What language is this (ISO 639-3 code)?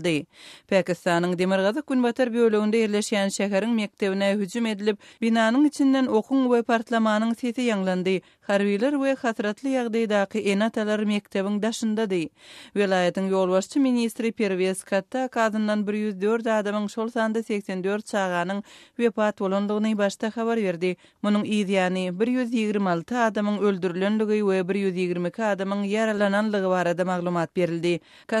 tuk